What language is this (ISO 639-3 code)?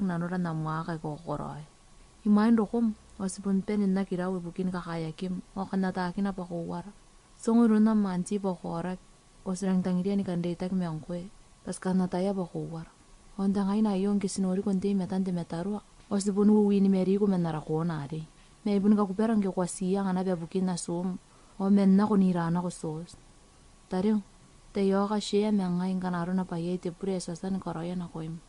gil